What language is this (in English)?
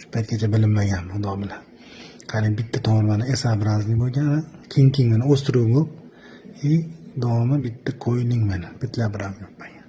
Uzbek